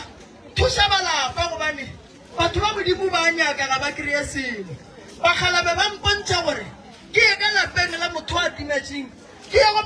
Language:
Northern Sotho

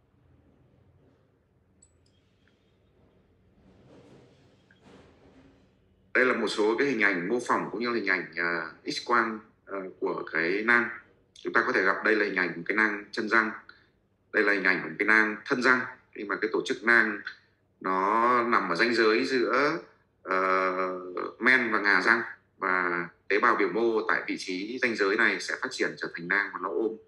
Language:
Vietnamese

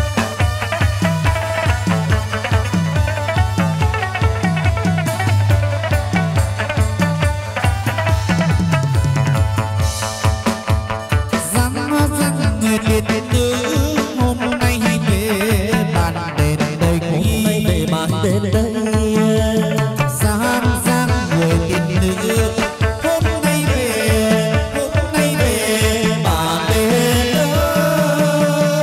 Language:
Vietnamese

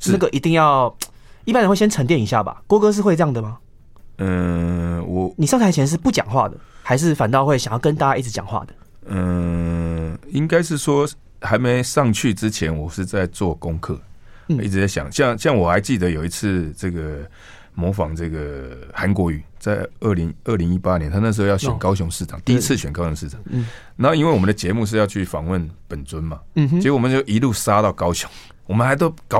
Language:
Chinese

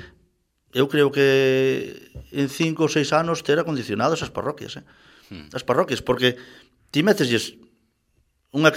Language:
Galician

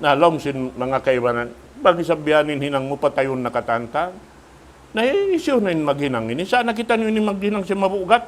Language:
Tausug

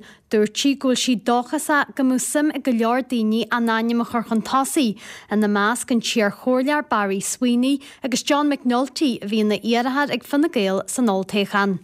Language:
Irish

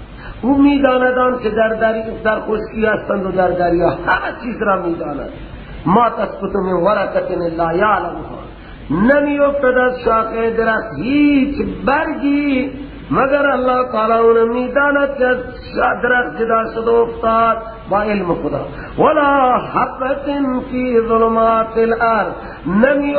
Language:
Persian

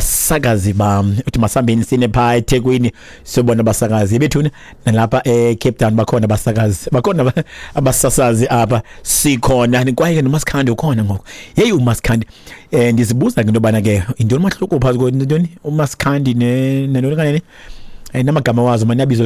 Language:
Xhosa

